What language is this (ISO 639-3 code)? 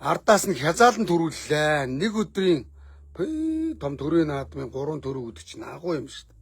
mon